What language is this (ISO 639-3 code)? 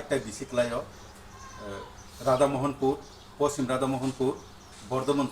trp